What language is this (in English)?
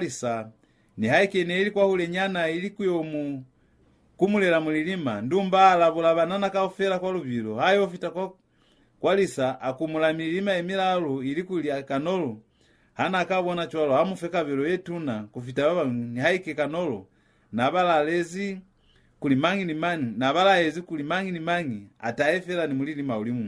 Lozi